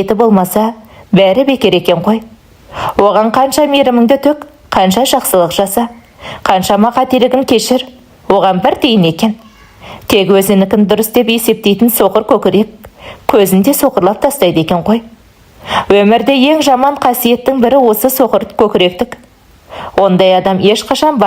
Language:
Kazakh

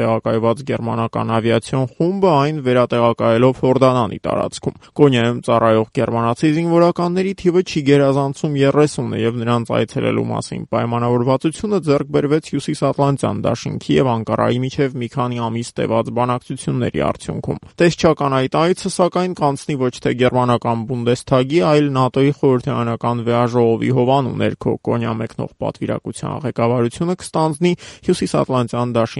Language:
Armenian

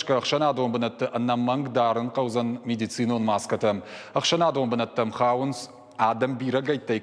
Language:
Ossetic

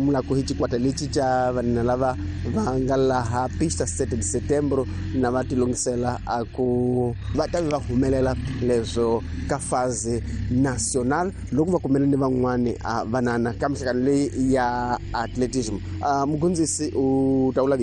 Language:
Tsonga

